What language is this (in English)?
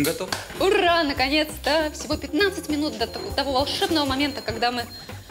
Russian